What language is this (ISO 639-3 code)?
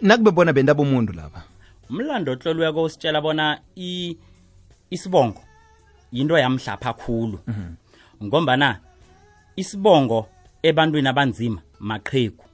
nbl